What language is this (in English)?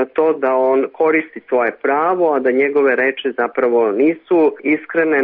Serbian